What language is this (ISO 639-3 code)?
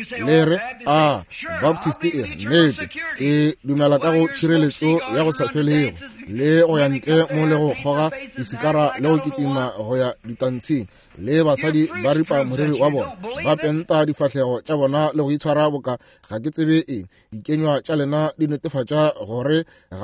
nso